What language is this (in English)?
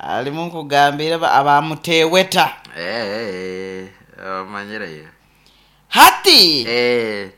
Nyoro